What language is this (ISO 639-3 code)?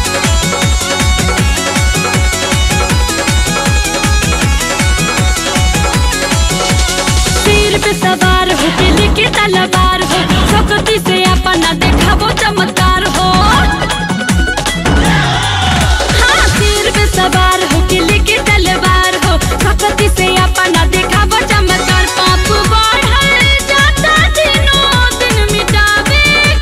bho